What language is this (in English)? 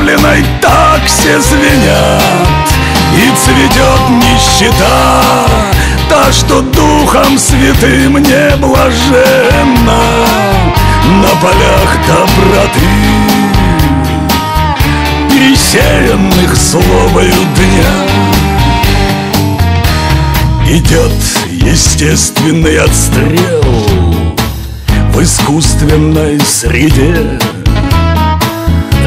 Russian